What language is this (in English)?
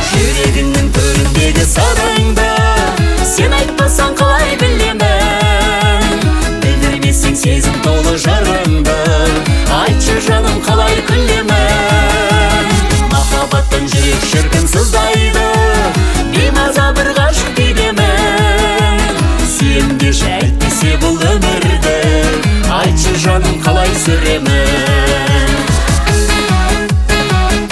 Kazakh